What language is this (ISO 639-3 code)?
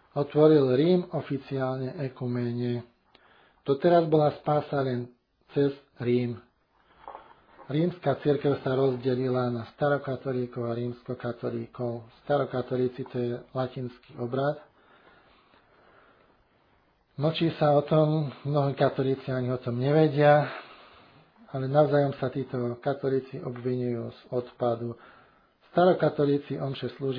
slk